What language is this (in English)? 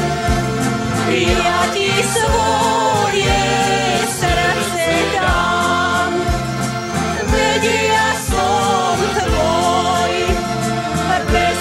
Slovak